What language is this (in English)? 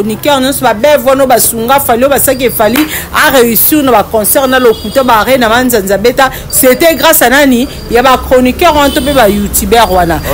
Lingala